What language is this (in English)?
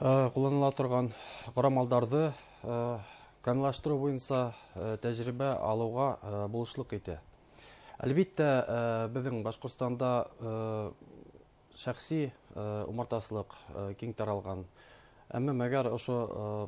Bashkir